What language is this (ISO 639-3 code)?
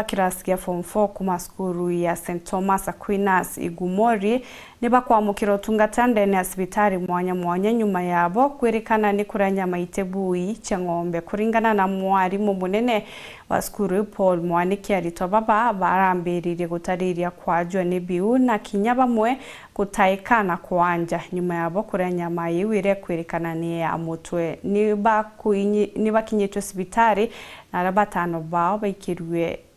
mer